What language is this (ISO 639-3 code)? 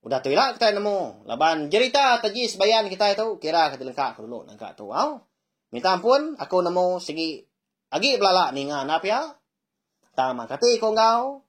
iba